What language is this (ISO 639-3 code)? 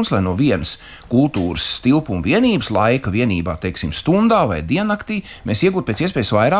lav